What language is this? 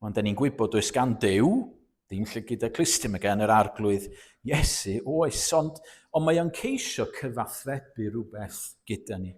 Welsh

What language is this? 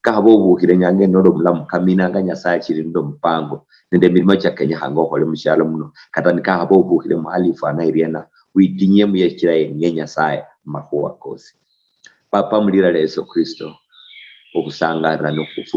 Luyia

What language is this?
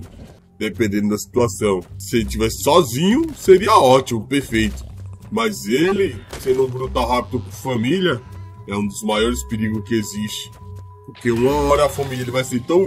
Portuguese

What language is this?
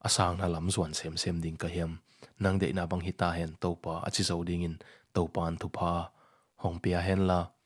Tedim Chin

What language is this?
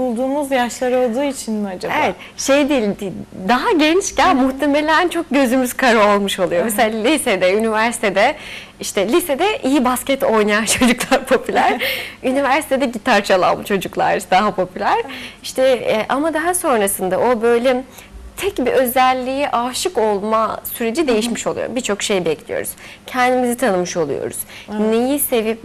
Turkish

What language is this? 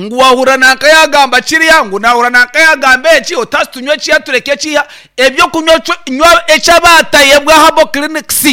Nyankole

